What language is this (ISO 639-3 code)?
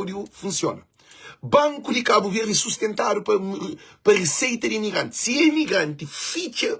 kea